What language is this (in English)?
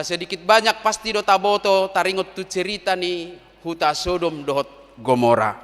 Batak Toba